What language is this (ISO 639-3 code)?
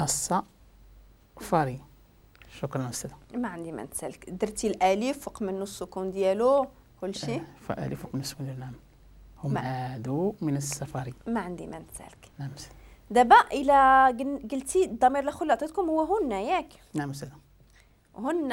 ary